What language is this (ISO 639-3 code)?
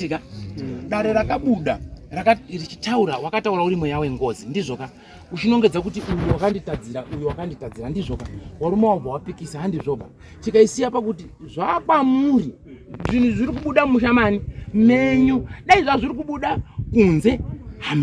sna